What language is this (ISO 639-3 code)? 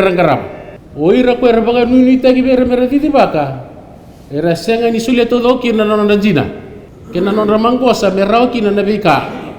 fij